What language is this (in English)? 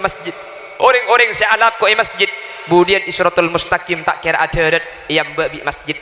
Madurese